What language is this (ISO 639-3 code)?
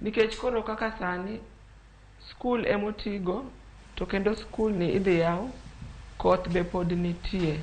luo